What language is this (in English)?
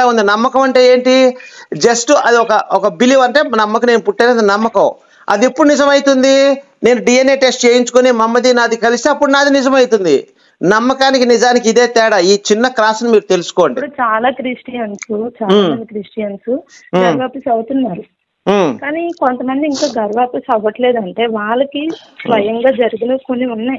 Telugu